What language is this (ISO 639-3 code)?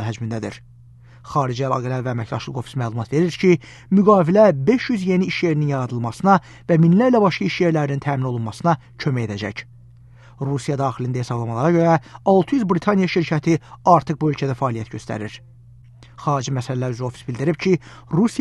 aze